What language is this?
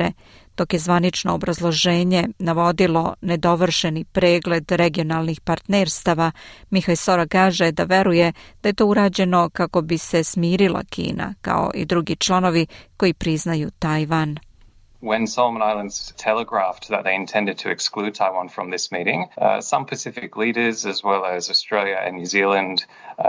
Serbian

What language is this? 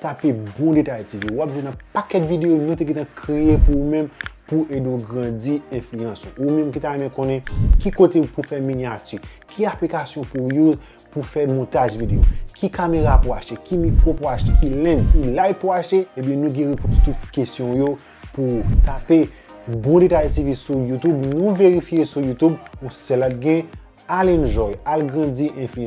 Haitian Creole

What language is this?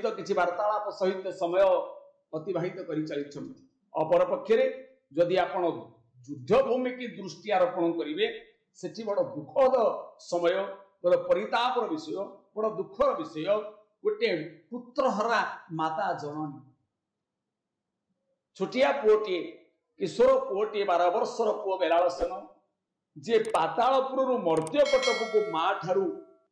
Odia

